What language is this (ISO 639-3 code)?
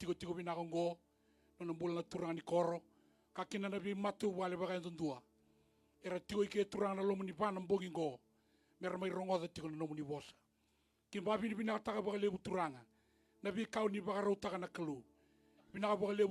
fij